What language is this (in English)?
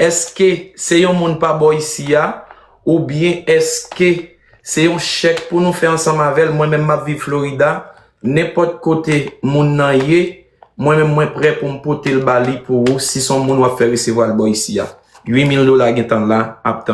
Haitian Creole